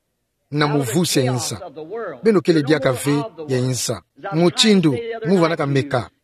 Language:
Kituba (Democratic Republic of Congo)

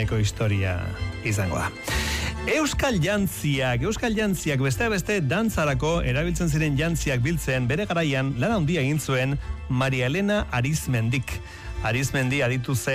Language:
Basque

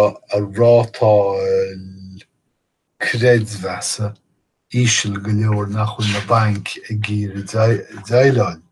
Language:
Irish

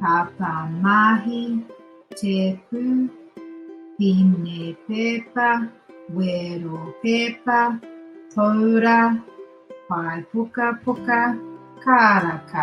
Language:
Māori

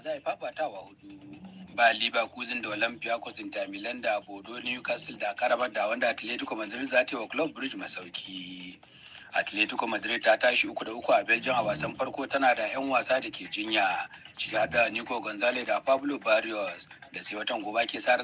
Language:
Hausa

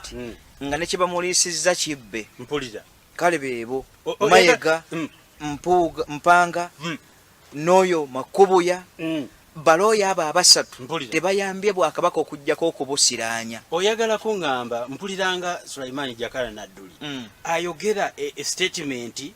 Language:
Ganda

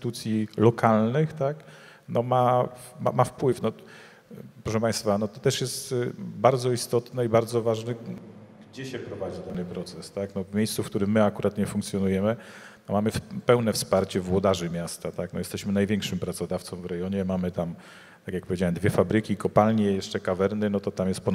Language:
Polish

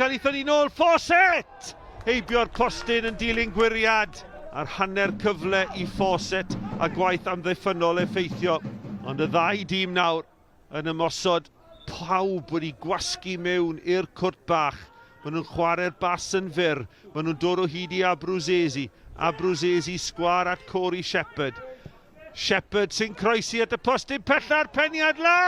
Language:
Welsh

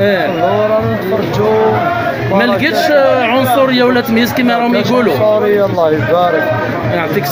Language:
Algerian Arabic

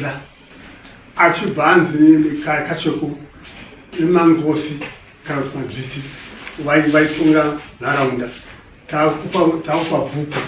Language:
Shona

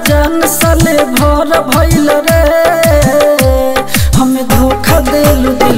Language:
Bhojpuri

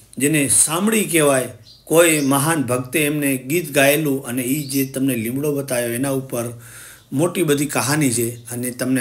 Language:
Gujarati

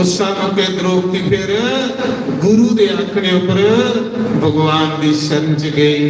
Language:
Dogri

